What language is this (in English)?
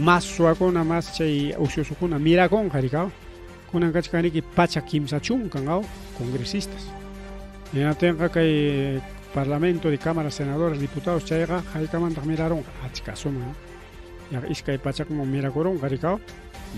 Ayacucho Quechua